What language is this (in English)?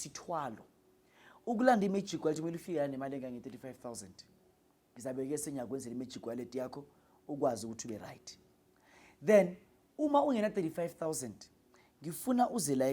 Zulu